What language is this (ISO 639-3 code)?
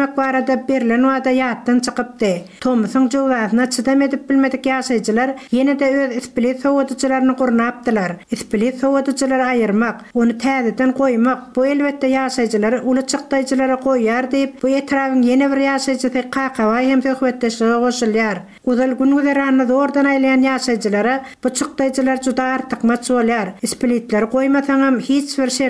tuk